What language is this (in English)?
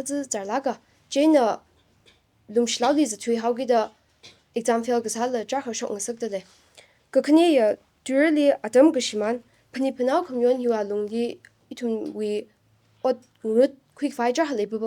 Tangkhul Naga (India)